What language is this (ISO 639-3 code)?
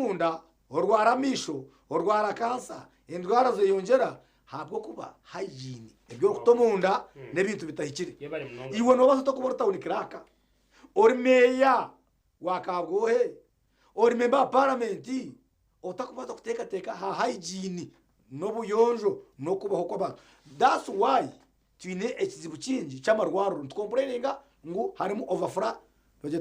nyn